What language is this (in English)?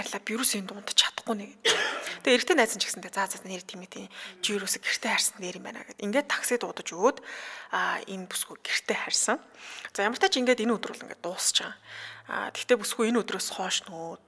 Mongolian